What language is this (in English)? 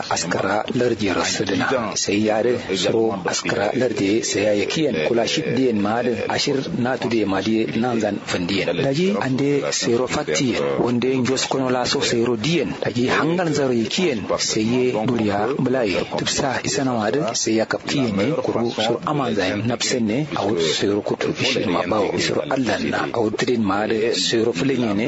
Kanuri